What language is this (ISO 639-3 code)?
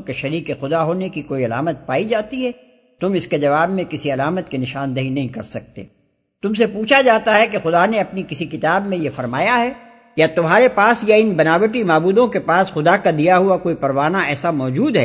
urd